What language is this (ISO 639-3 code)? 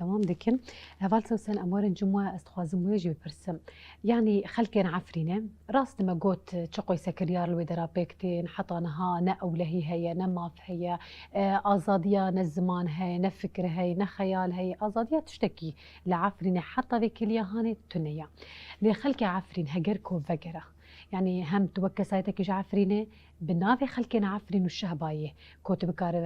kur